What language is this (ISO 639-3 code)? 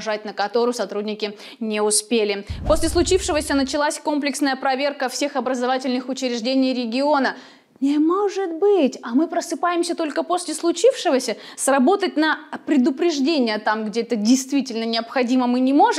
rus